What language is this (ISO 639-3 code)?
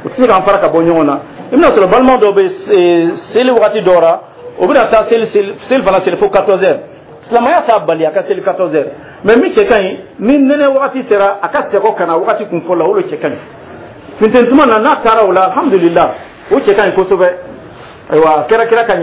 dyu